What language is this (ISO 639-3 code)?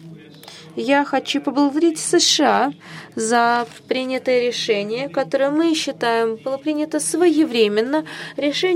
rus